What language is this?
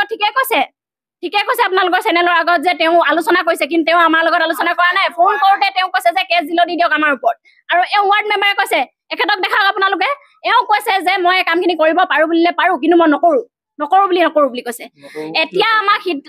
Assamese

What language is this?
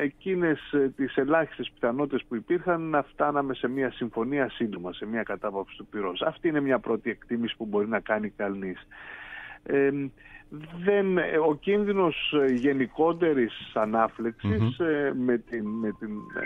Greek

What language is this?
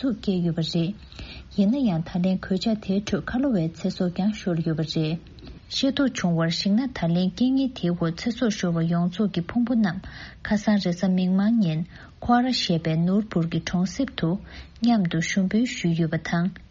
Tibetan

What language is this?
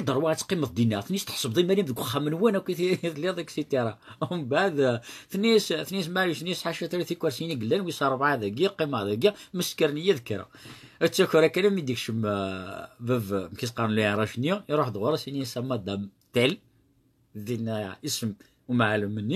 Kabyle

